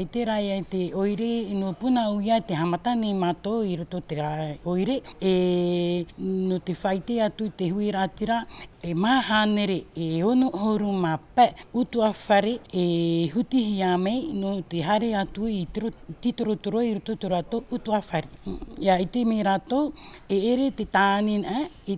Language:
Tahitian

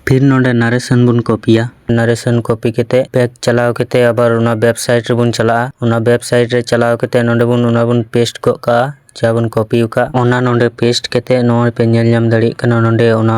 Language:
Santali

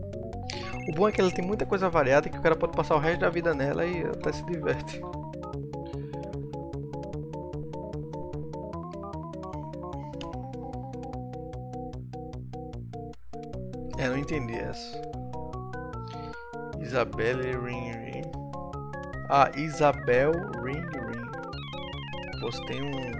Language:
Portuguese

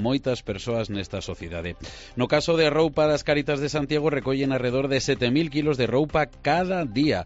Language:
Galician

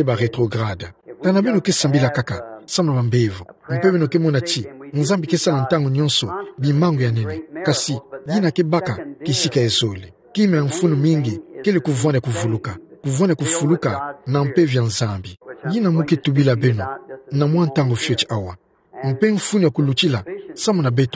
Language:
Kituba (Democratic Republic of Congo)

